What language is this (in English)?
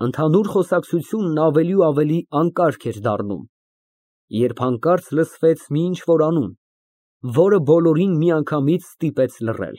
Armenian